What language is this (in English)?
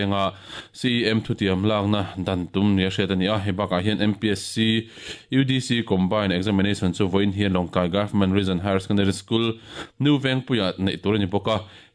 Mizo